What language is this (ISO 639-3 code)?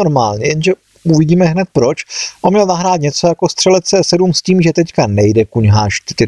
ces